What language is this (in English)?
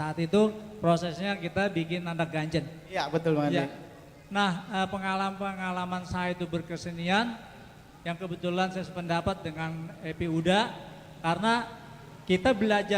Betawi